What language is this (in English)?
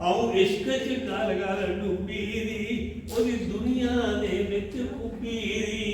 Dogri